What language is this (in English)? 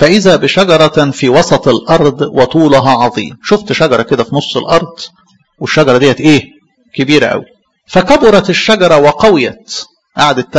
Egyptian Arabic